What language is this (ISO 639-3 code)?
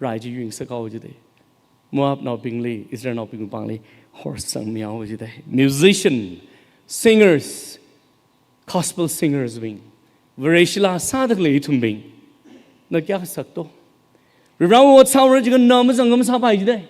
nmf